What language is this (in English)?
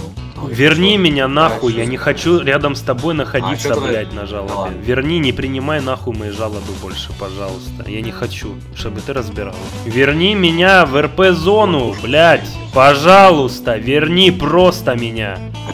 Russian